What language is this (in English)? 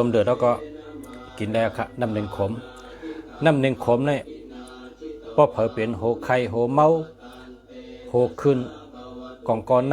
Shan